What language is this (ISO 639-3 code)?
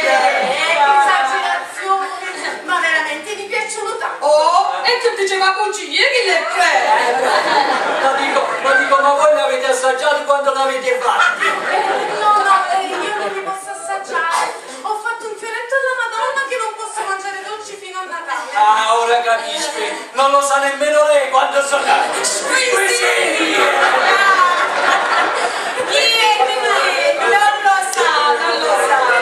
ita